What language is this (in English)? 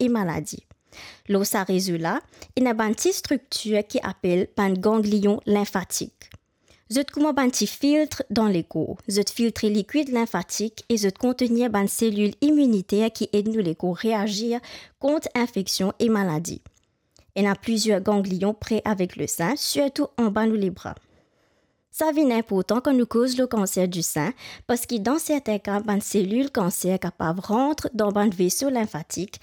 Morisyen